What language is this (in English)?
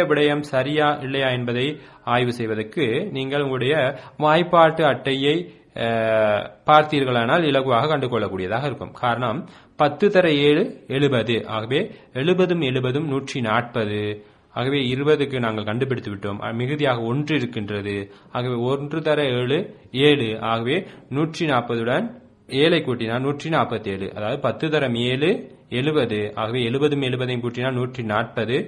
Tamil